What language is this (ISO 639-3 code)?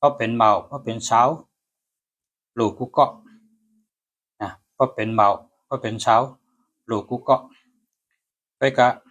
shn